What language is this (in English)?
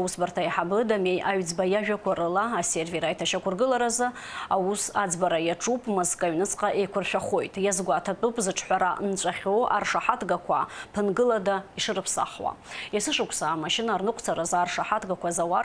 Abkhazian